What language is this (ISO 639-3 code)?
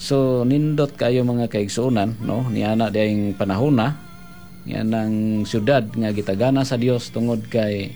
ceb